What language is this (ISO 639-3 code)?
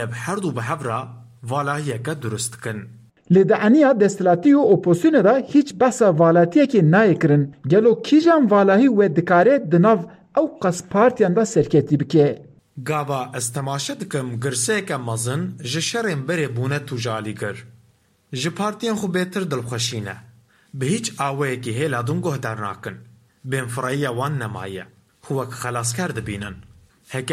kur